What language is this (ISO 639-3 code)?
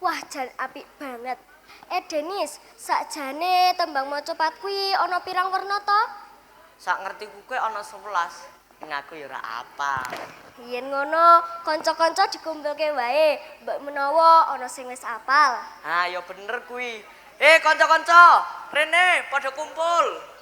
jav